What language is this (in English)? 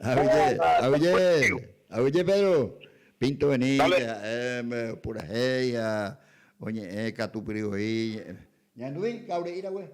Guarani